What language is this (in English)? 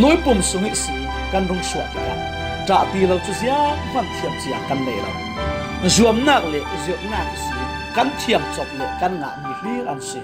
Falam Chin